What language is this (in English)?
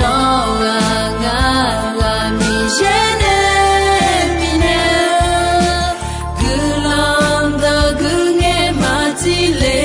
Akha